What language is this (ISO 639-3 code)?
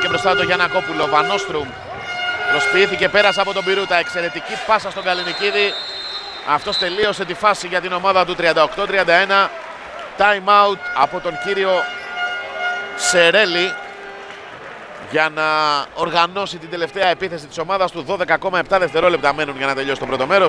ell